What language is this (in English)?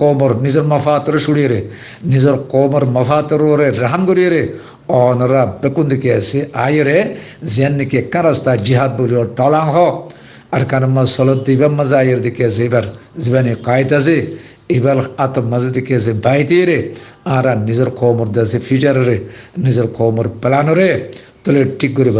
Rohingya